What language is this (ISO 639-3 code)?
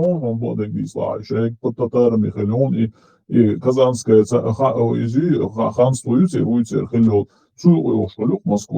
che